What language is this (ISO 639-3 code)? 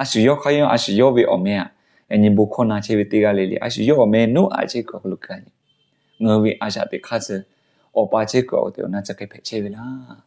lhu